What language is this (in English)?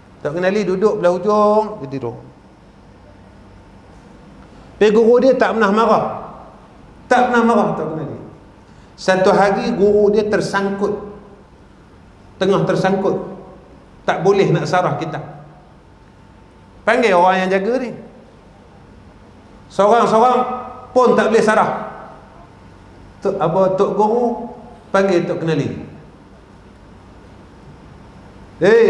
Malay